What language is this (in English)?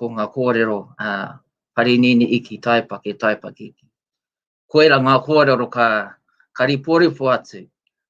Māori